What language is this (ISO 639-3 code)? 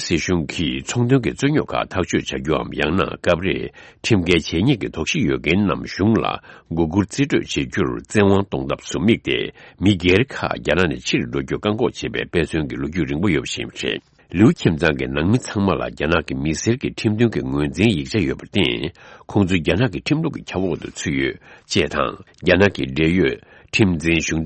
bod